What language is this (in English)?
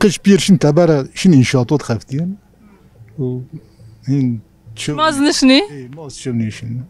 Zaza